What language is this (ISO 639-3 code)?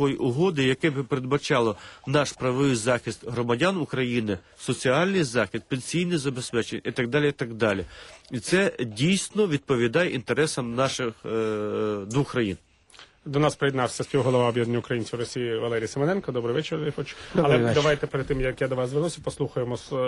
ukr